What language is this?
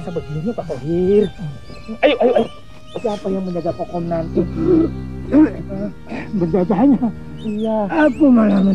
Indonesian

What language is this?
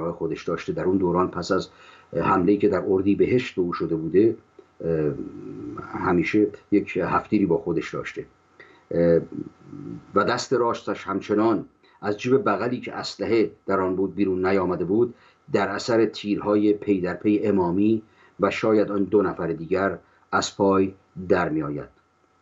Persian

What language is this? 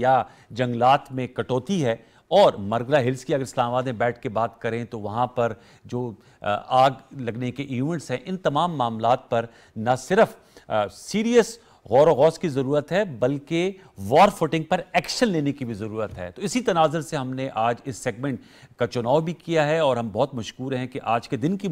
Urdu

